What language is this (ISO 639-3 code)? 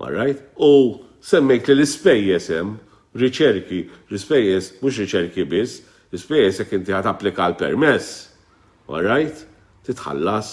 mlt